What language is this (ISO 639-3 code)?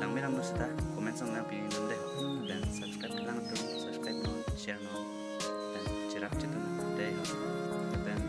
mjw